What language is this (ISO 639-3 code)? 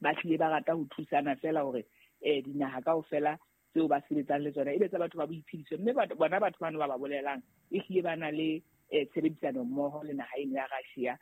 sot